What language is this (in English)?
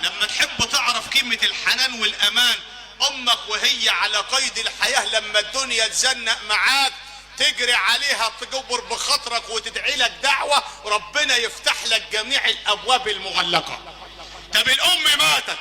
Egyptian Arabic